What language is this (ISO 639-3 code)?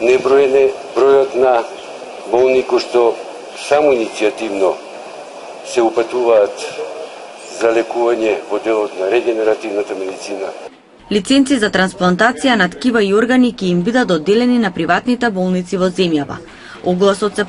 mkd